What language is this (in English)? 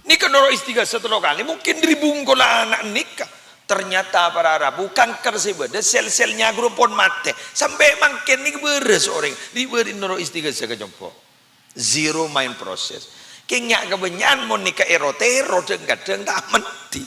Madurese